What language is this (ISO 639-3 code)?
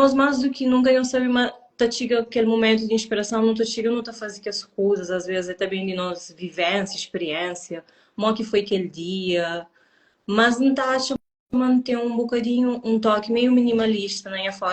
kea